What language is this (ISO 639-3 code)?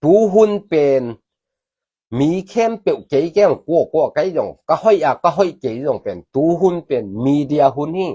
ctd